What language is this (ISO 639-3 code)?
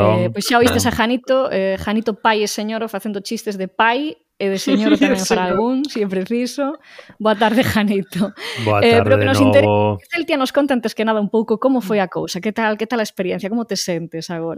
glg